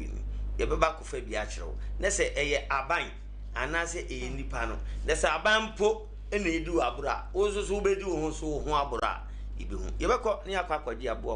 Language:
Akan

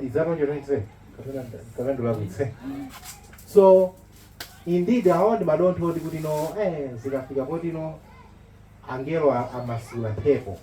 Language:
Nyanja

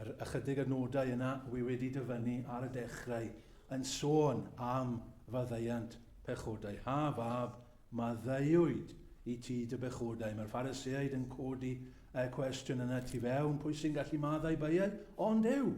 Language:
Welsh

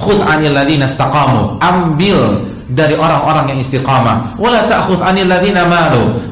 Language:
Indonesian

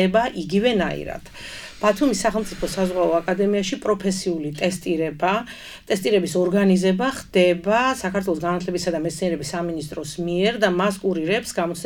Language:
Georgian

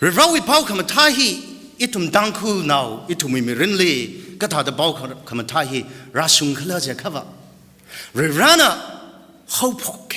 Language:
Tangkhul Naga (India)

